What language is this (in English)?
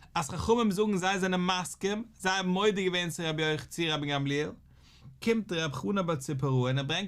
Yiddish